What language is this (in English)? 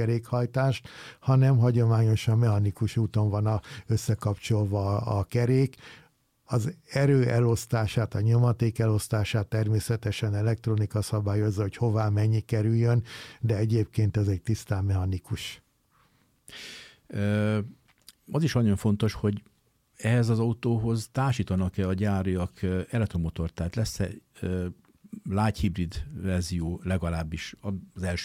Hungarian